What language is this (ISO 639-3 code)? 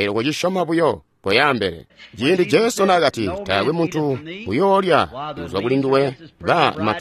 toi